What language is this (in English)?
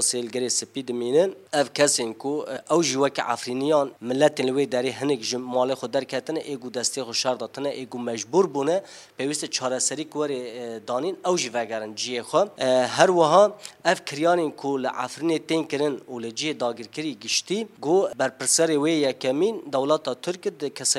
Kurdish